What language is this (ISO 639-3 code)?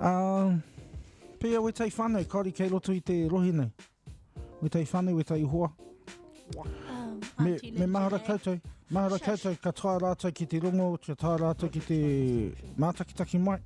mri